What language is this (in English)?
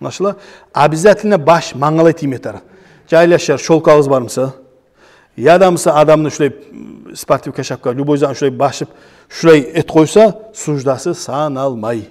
Kumyk